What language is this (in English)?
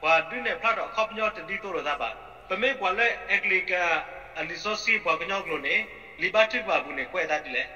S'gaw Karen